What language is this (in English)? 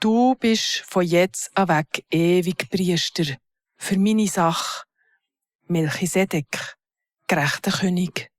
Swiss German